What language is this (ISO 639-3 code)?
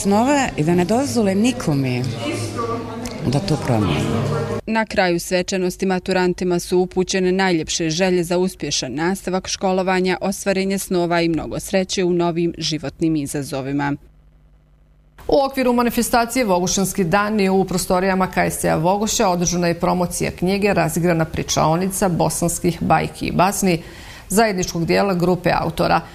bos